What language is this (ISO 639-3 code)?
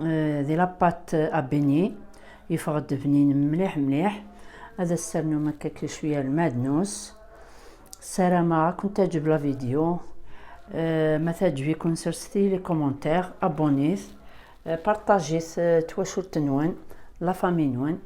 kab